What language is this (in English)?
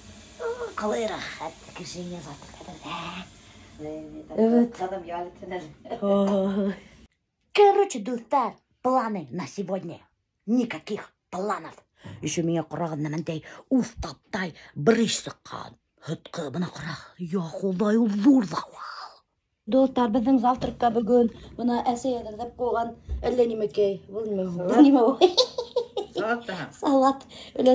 Bashkir